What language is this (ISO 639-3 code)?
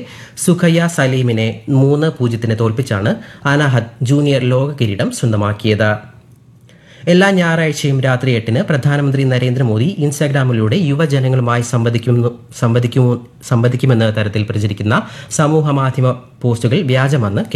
mal